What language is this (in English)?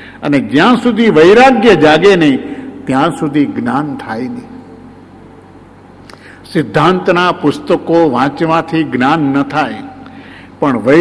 Gujarati